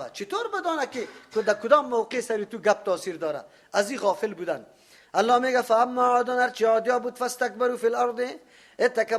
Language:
Persian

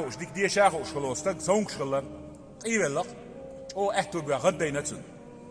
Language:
Chechen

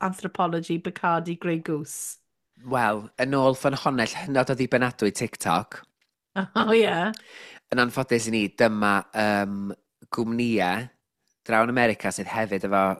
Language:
Welsh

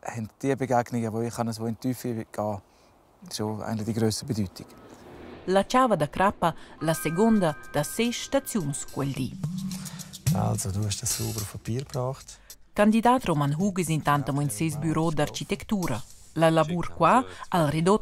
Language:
Romansh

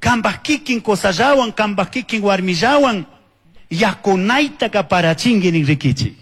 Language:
Chimborazo Highland Quichua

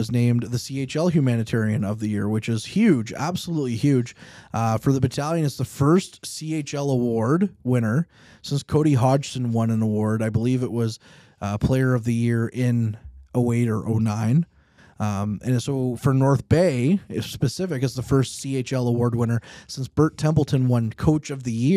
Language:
English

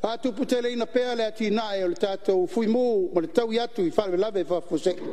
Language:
Samoan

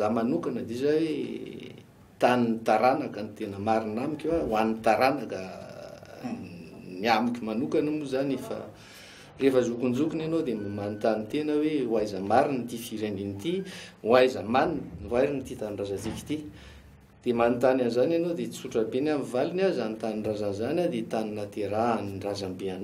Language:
Malagasy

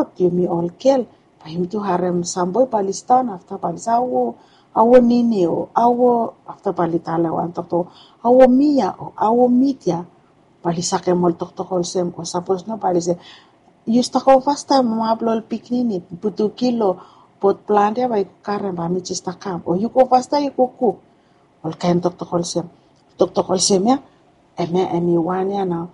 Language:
Bislama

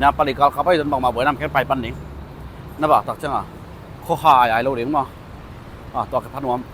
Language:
Tedim Chin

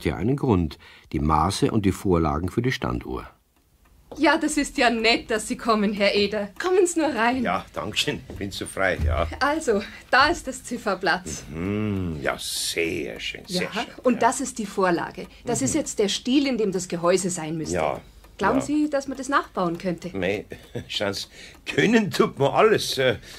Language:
German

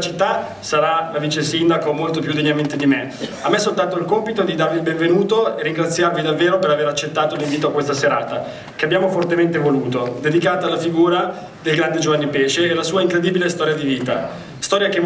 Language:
Italian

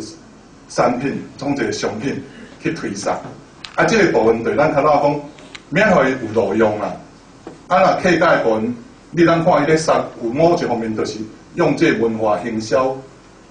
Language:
Min Nan Chinese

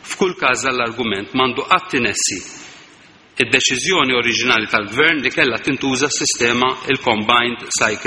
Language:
Maltese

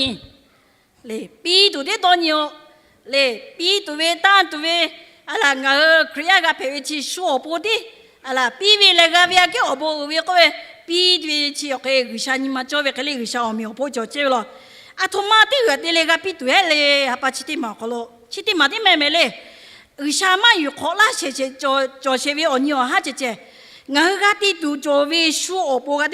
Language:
Lahu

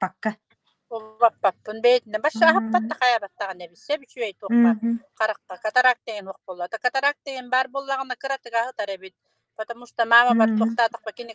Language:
Yakut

